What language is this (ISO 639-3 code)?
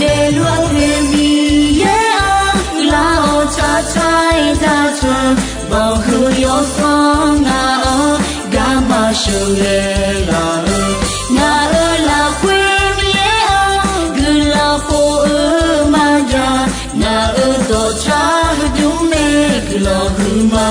ahk